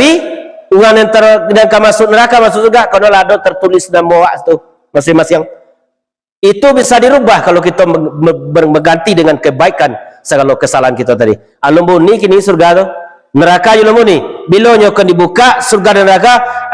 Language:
Minangkabau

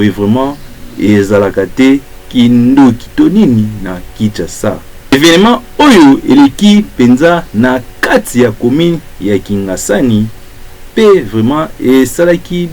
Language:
Lingala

